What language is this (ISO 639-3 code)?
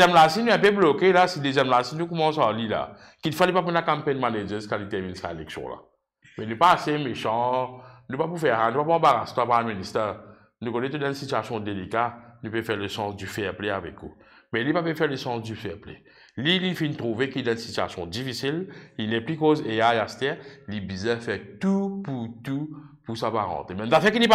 mfe